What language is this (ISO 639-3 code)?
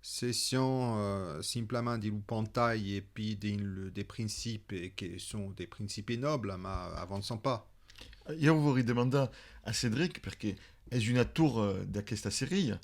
oci